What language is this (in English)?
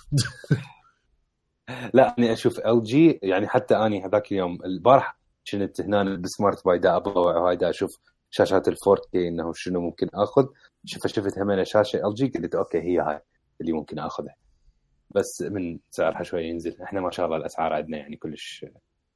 Mesopotamian Arabic